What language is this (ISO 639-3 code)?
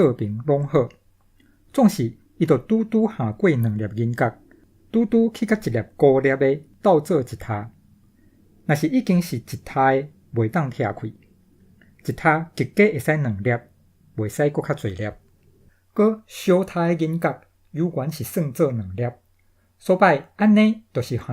nan